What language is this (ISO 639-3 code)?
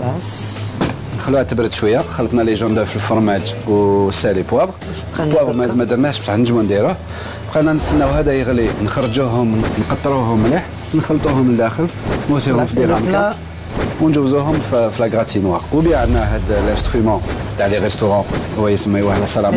arq